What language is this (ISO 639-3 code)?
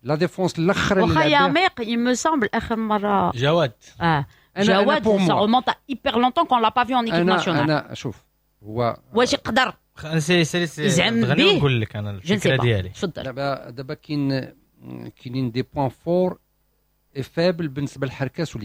ary